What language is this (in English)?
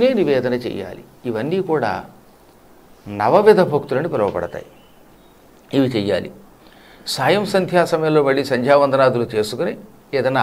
Telugu